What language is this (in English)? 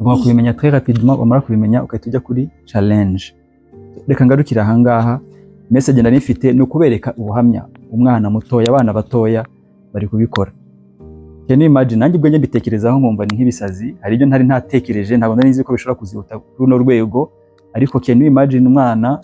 Kinyarwanda